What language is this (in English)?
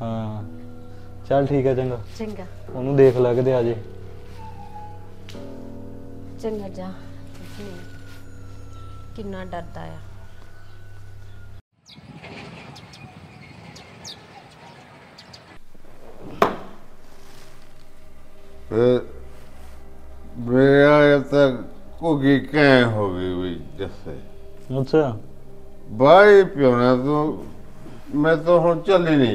Punjabi